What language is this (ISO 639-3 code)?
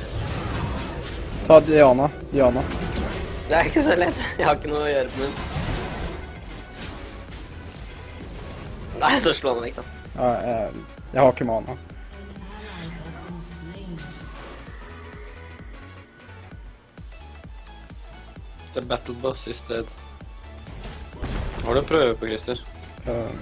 nor